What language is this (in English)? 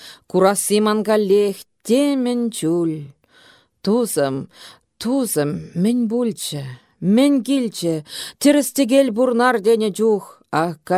Chuvash